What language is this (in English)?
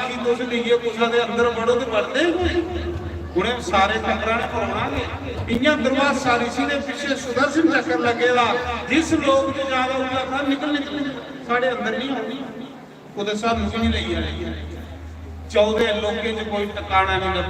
Dogri